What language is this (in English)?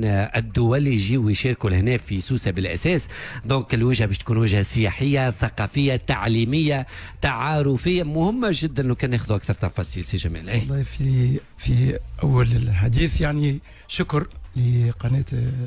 Tunisian Arabic